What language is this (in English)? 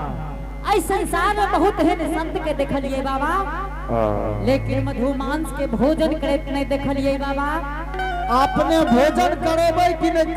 Angika